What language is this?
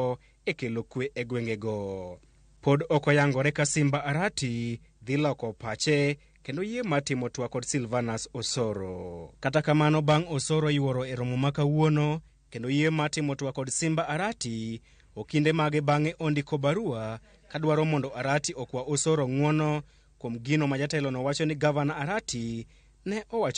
Luo (Kenya and Tanzania)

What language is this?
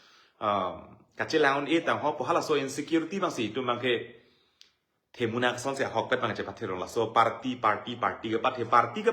Karbi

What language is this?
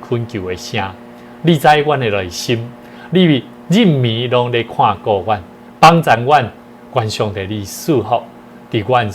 Min Nan Chinese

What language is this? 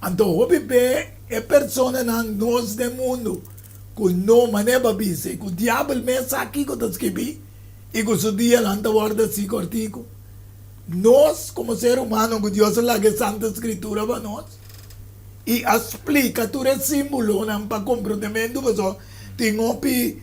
Papiamento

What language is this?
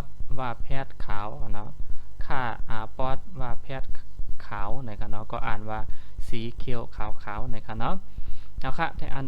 Shan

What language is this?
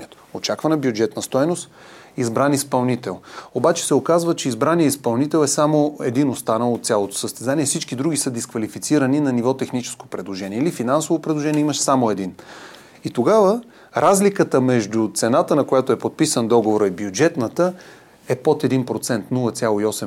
Bulgarian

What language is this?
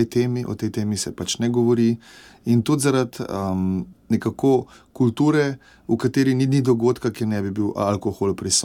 Slovenian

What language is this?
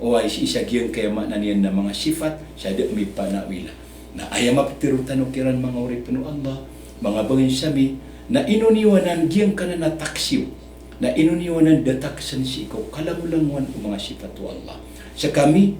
Maranao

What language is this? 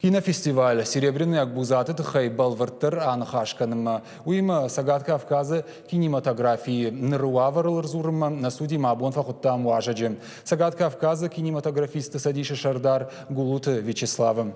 Ossetic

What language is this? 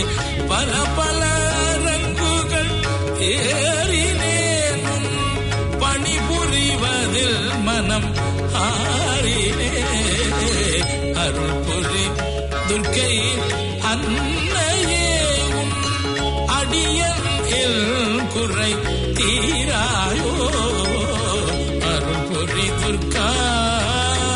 Tamil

